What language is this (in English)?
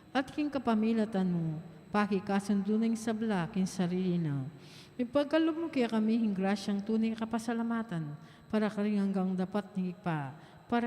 Pampanga